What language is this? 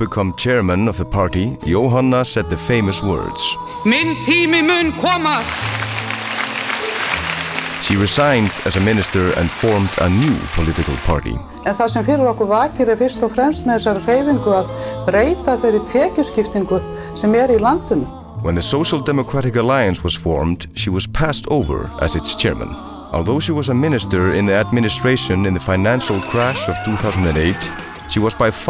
Icelandic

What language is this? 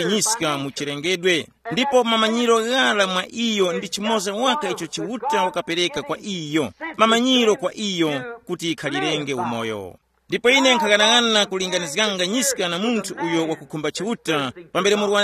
Tumbuka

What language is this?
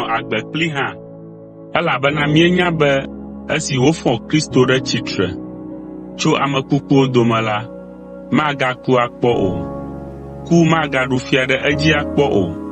Ewe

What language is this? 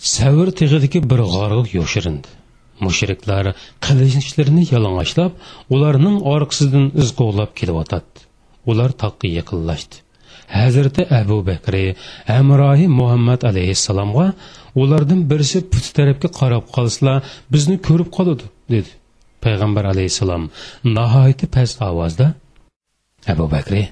Uyghur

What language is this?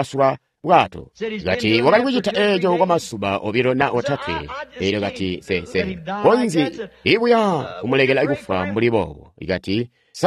Tonga (Zambia)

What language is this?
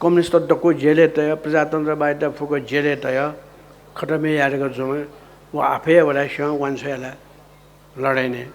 Newari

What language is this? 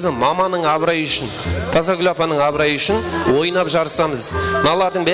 Kara-Kalpak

